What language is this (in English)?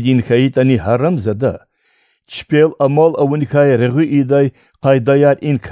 Lezghian